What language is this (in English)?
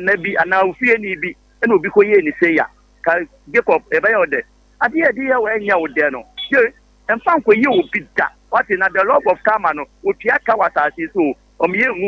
Akan